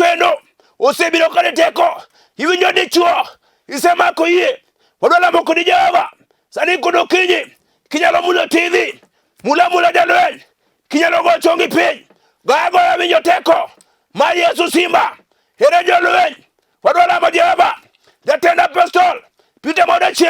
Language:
Luo (Kenya and Tanzania)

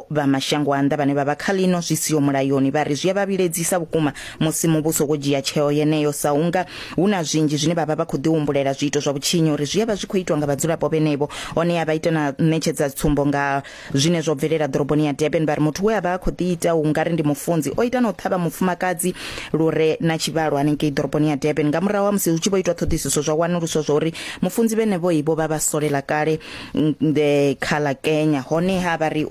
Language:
Venda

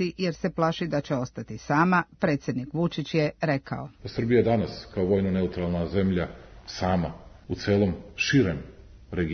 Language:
Serbian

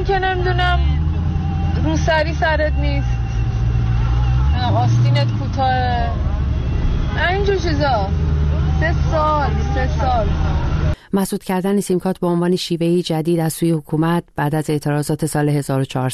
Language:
Persian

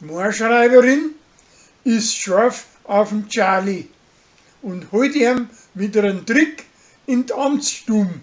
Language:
Bavarian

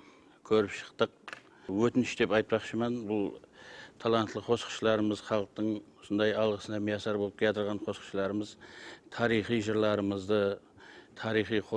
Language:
Kara-Kalpak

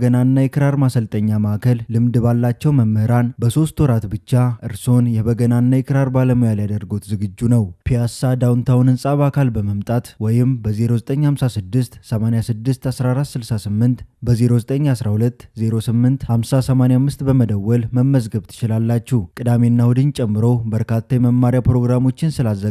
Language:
Amharic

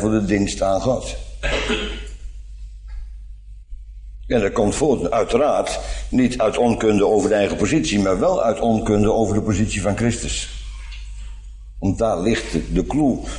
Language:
Dutch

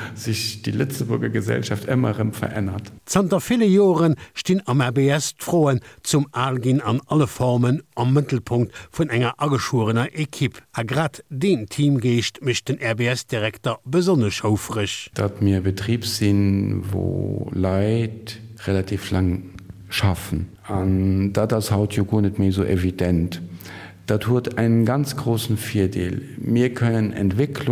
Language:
Luxembourgish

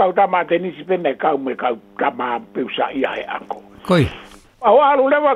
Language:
Tongan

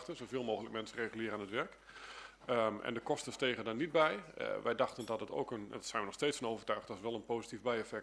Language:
Dutch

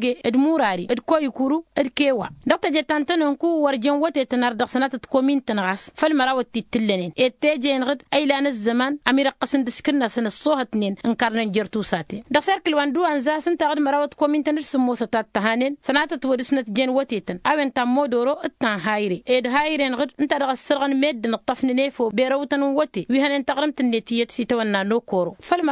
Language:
Tamasheq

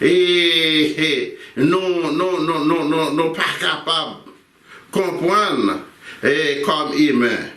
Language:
Haitian Creole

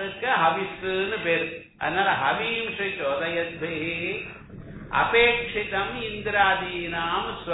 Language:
Tamil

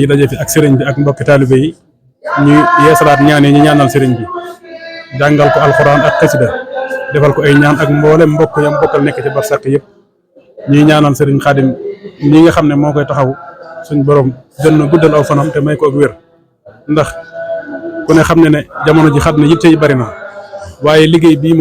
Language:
Wolof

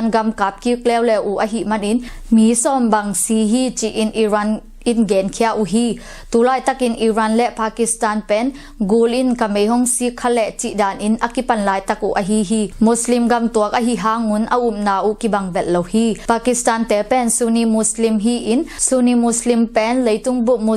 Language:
Tedim Chin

